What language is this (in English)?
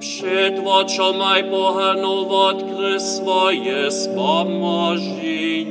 Upper Sorbian